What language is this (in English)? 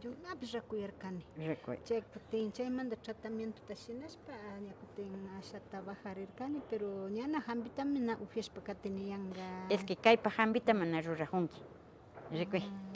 Imbabura Highland Quichua